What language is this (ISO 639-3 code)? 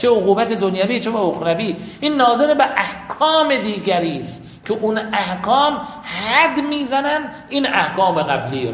fas